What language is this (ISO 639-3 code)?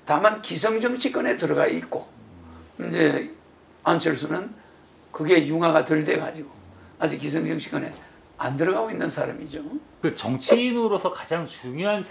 kor